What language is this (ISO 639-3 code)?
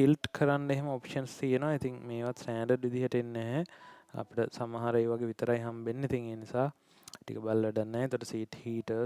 sin